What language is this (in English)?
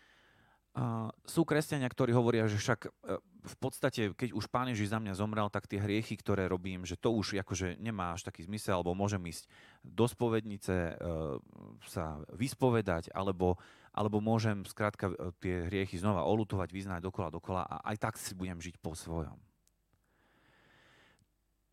Slovak